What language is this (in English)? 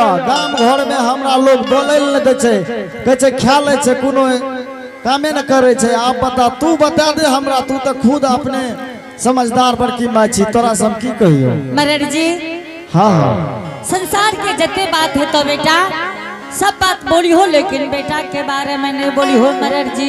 Angika